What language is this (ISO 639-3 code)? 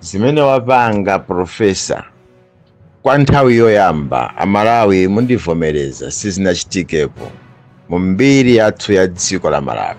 nya